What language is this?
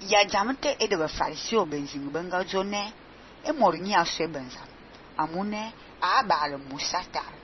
Fang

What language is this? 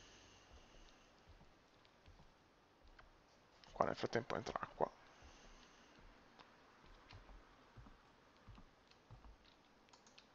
Italian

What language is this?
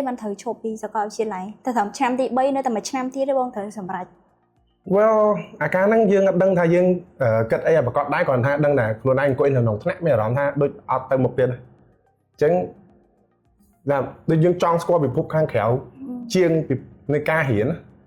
Khmer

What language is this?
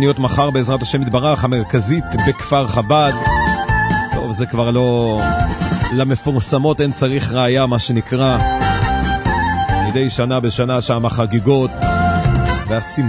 Hebrew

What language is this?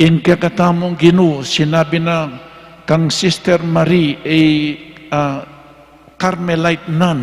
Pampanga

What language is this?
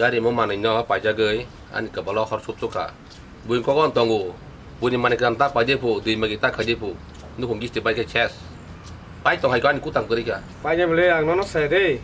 Kok Borok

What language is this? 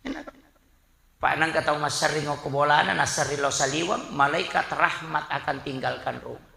Buginese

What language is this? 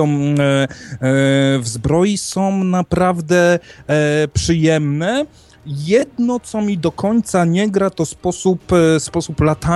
Polish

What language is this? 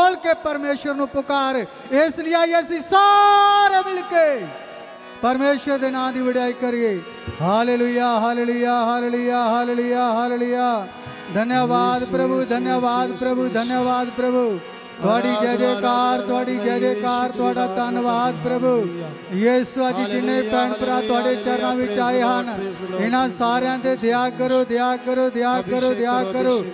Punjabi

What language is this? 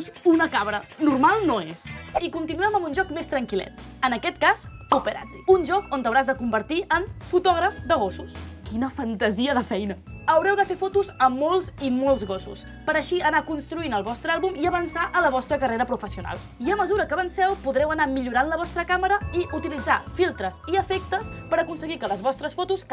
Catalan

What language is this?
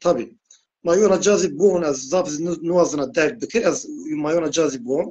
Zaza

